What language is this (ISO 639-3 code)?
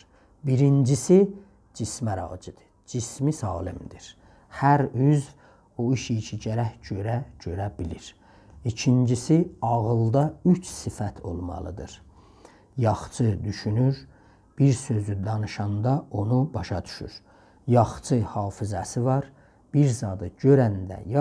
azb